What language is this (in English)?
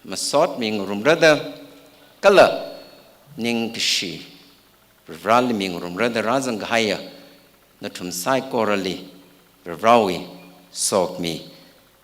Tangkhul Naga (India)